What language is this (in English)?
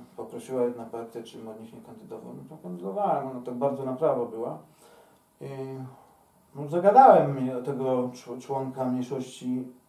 Polish